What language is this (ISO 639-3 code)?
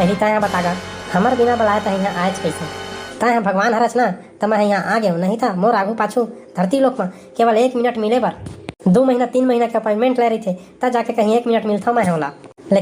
hne